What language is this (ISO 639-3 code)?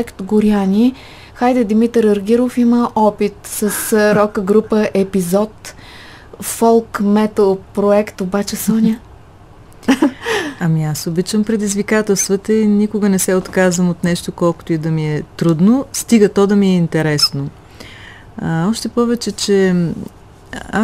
bul